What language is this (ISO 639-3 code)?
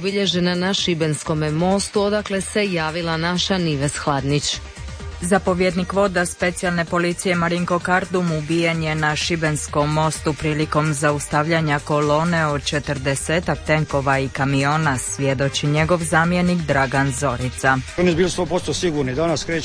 hrv